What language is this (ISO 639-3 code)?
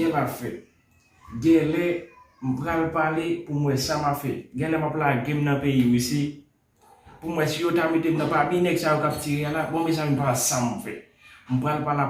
hat